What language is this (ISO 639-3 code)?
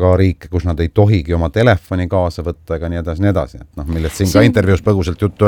est